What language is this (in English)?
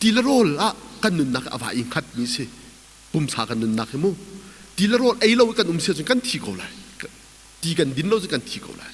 Hakha Chin